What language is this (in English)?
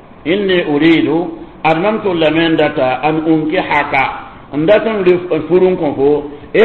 Mossi